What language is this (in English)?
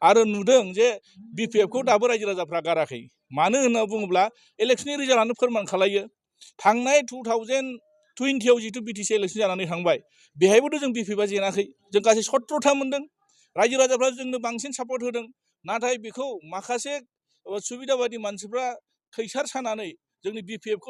Bodo